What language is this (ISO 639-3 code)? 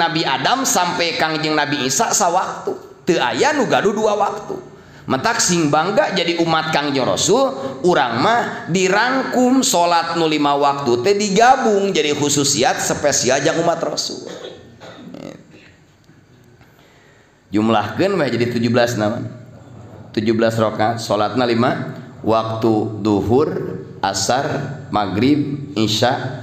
sun